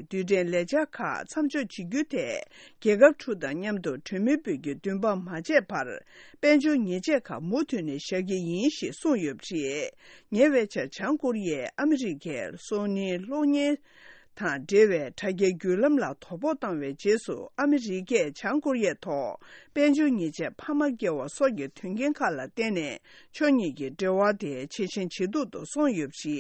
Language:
Tibetan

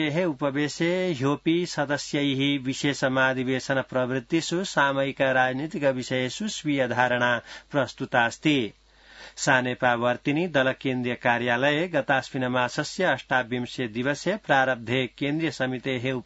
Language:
Sanskrit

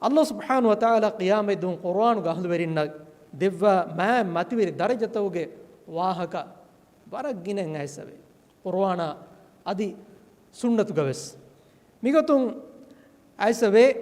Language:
Divehi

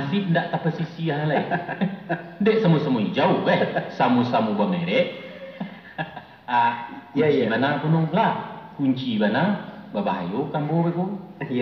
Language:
Minangkabau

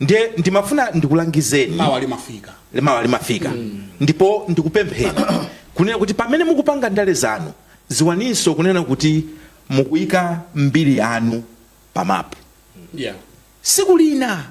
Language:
Nyanja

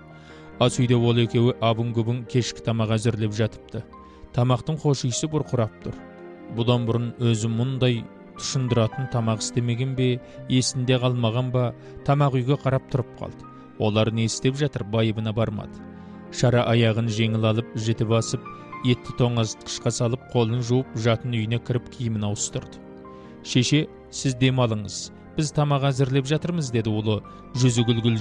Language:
Kazakh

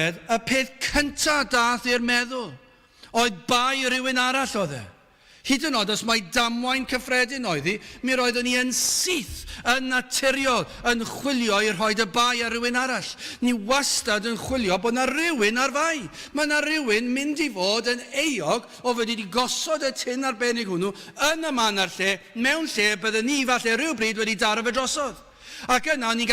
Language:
Welsh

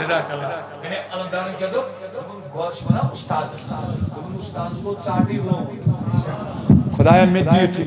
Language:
Kashmiri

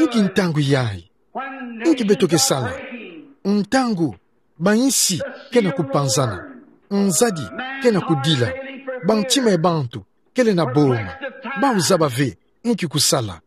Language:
Kituba (Democratic Republic of Congo)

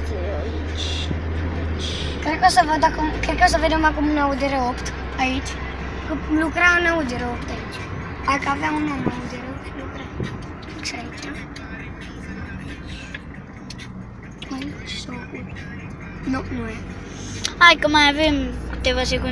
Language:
Romanian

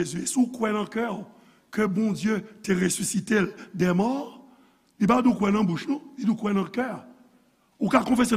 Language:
Haitian Creole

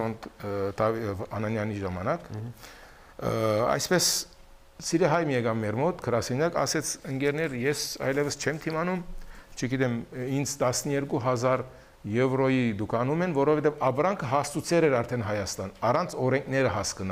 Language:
Armenian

